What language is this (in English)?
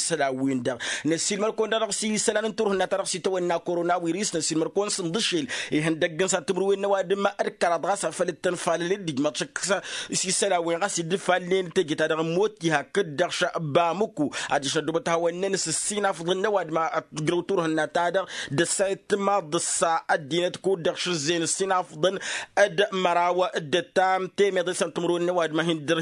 Tamasheq